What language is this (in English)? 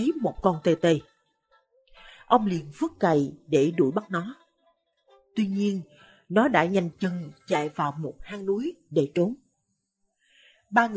Vietnamese